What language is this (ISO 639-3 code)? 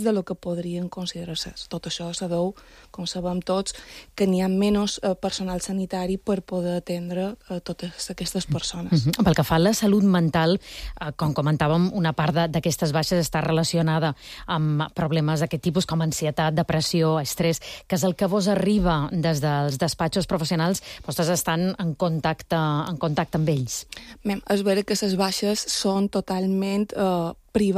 cat